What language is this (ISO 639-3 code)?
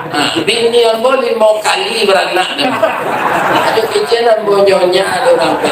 min